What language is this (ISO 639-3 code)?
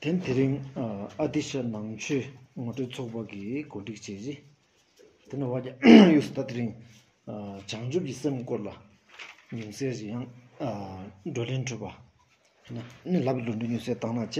sbu